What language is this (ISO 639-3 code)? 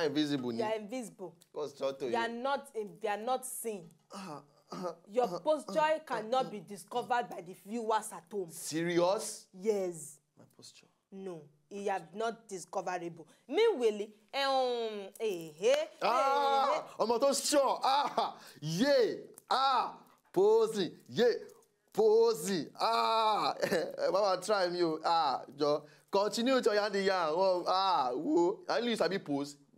pcm